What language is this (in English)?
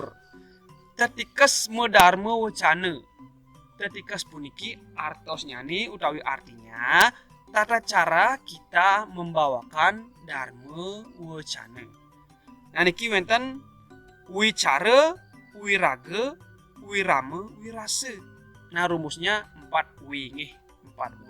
Balinese